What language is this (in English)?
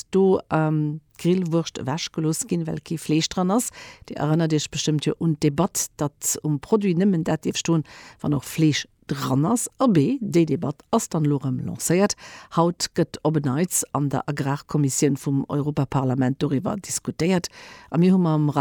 Luxembourgish